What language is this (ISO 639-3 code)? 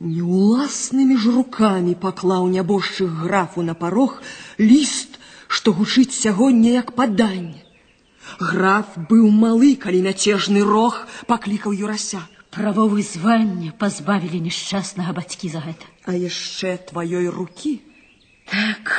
bel